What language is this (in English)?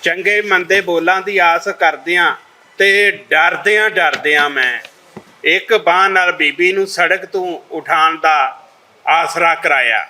Western Panjabi